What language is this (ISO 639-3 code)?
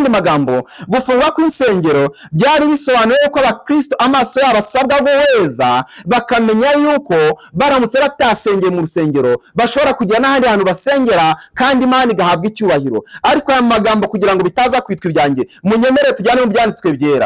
kin